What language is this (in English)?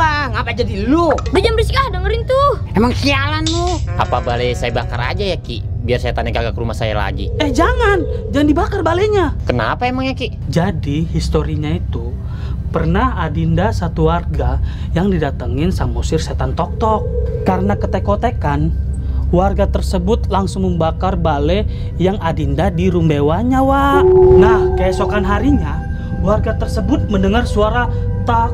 Betawi